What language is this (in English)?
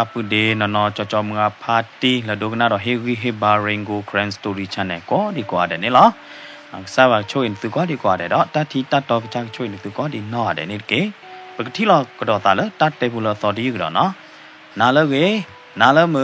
S'gaw Karen